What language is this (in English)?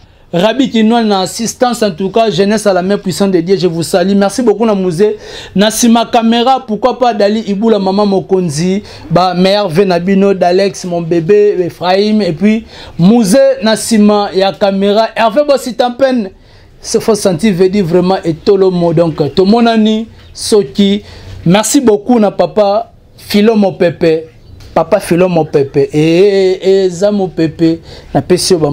Lingala